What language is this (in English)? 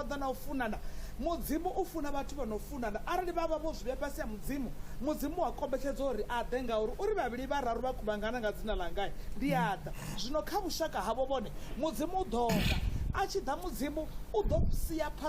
Venda